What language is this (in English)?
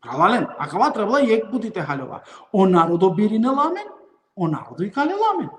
Balkan Romani